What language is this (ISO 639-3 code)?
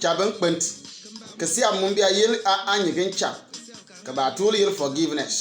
bim